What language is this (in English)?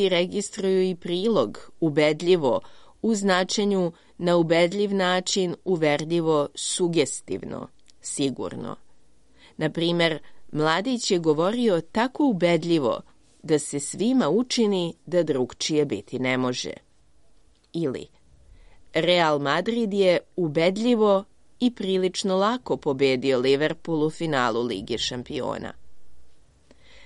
Serbian